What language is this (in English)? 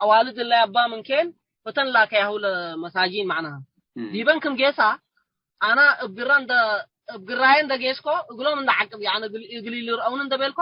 Tigre